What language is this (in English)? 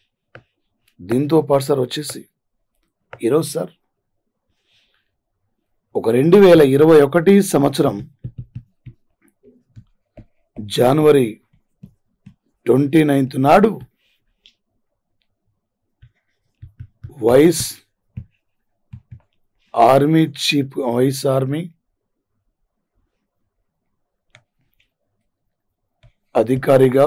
Telugu